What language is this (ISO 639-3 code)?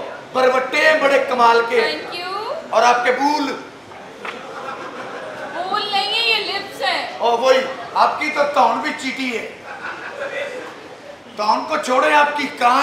pan